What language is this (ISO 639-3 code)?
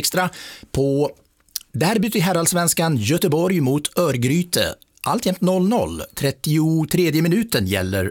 swe